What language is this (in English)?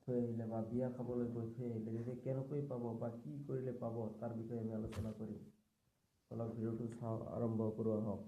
Assamese